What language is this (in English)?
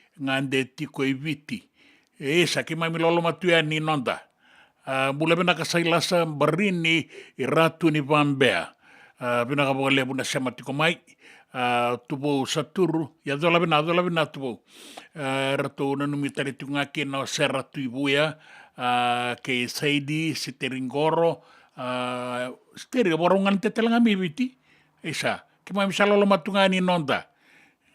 Fijian